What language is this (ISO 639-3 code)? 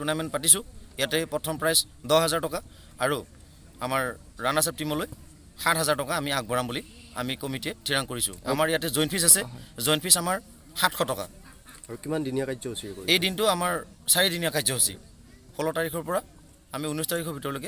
asm